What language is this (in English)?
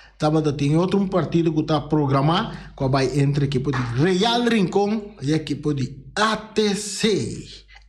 Papiamento